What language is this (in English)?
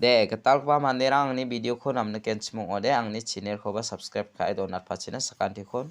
Garo